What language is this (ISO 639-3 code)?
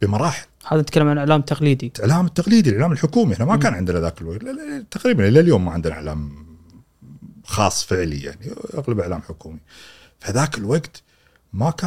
afb